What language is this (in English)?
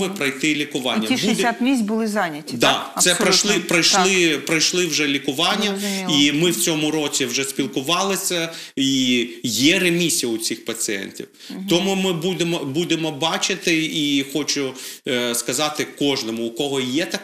Ukrainian